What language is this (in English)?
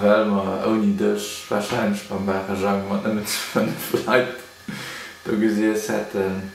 Luxembourgish